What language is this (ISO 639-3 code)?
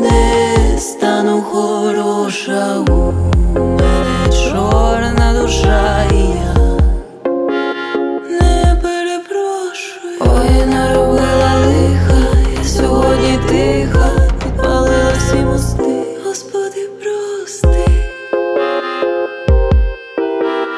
ukr